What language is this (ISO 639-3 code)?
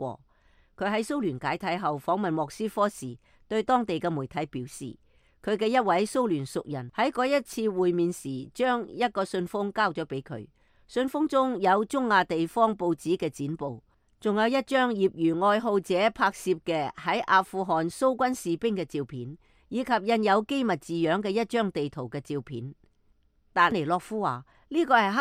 yue